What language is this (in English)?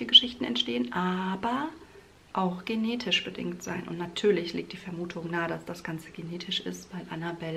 German